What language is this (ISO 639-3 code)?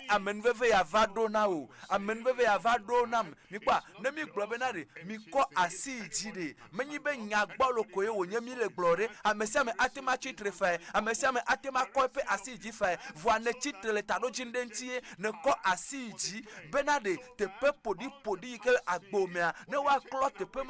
ewe